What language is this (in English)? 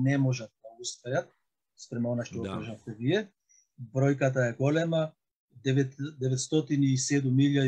Macedonian